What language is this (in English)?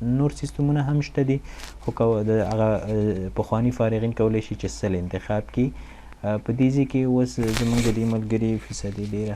Pashto